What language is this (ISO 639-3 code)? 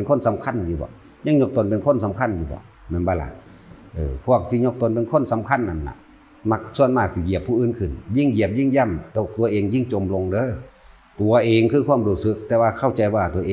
lao